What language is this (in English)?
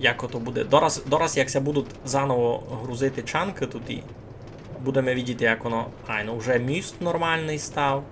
Rusyn